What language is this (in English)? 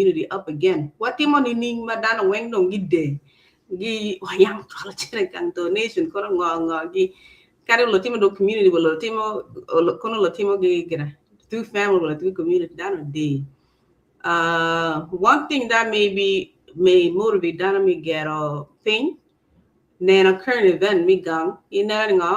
Acoli